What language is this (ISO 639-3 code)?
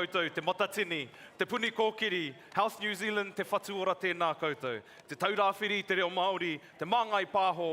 mri